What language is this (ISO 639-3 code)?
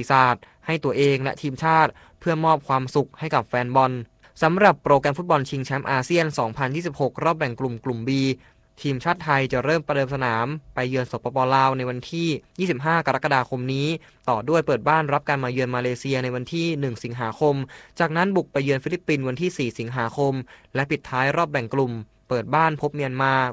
tha